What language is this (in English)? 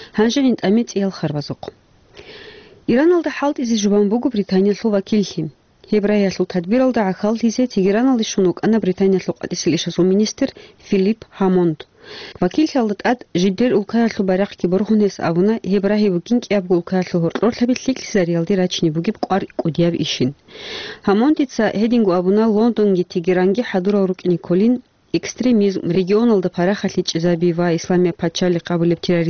Avaric